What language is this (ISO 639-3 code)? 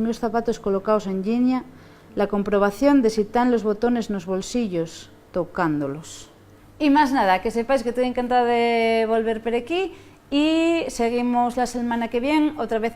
ast